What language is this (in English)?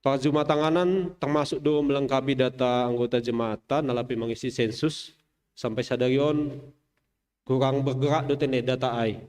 Batak Simalungun